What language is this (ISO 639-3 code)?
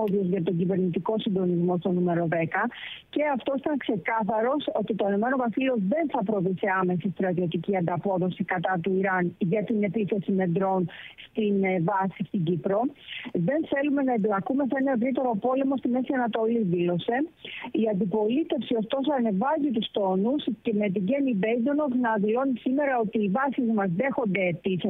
ell